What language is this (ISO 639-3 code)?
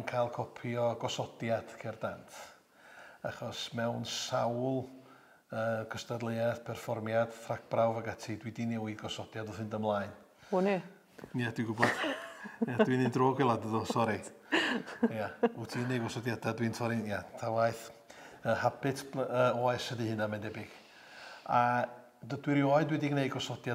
cym